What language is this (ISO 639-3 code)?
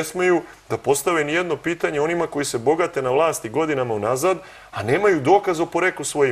srp